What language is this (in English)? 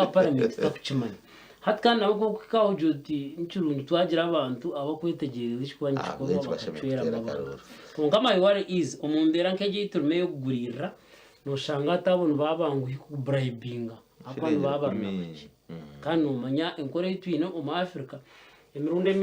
Nyankole